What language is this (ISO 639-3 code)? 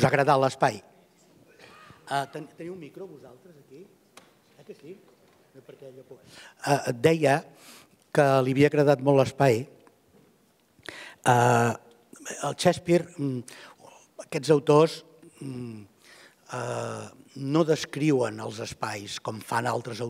cat